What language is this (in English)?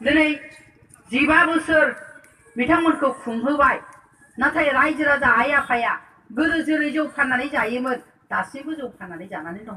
Bodo